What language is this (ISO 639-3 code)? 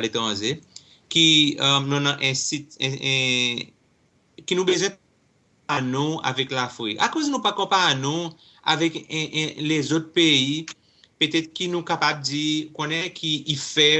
crs